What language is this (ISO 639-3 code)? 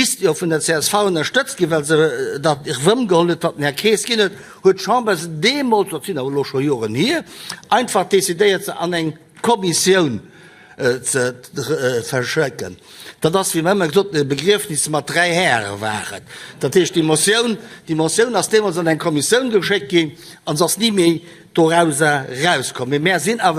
ltz